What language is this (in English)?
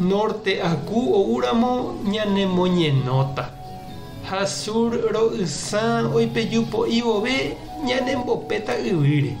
Guarani